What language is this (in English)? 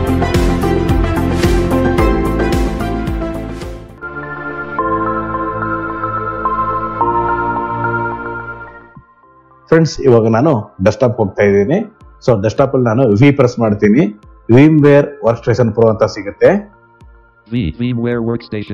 Kannada